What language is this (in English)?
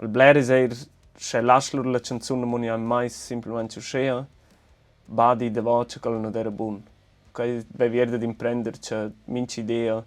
Romansh